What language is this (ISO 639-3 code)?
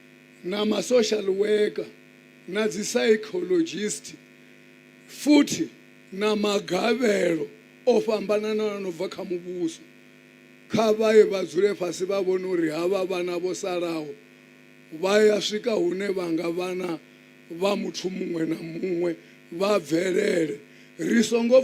ven